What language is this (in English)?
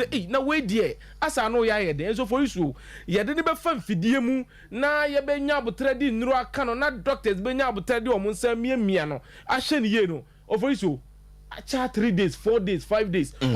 Akan